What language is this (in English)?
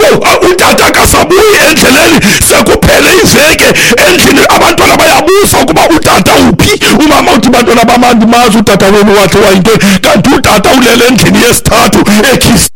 Xhosa